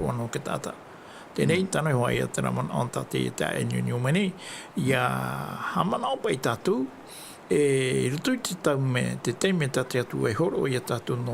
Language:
Tahitian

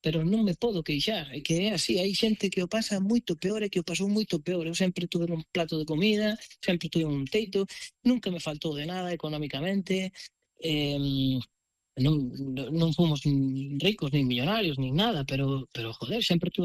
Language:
Galician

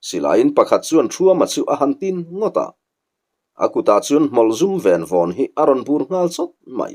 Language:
Mizo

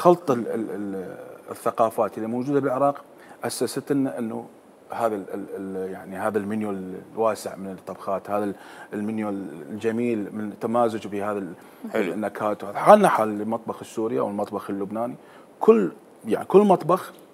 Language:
Mesopotamian Arabic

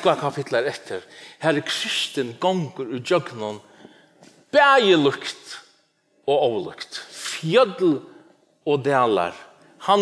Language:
Faroese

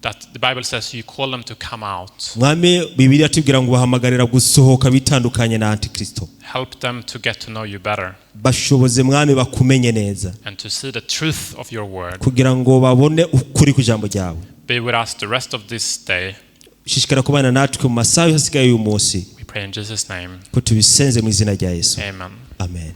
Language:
Rundi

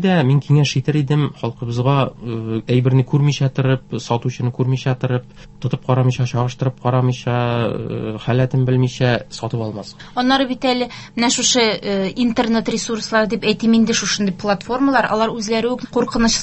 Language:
Tatar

